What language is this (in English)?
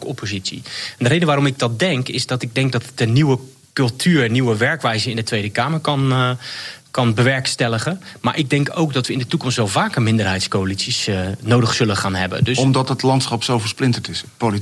Dutch